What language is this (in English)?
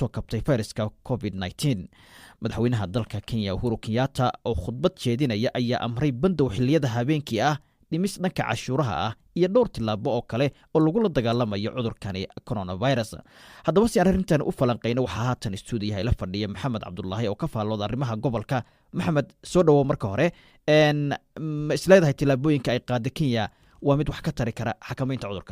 Somali